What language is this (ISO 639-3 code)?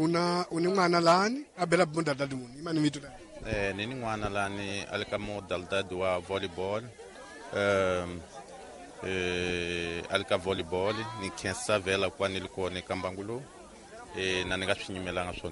tso